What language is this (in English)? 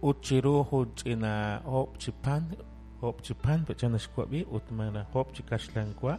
Kekchí